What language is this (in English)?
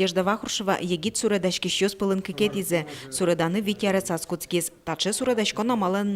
Udmurt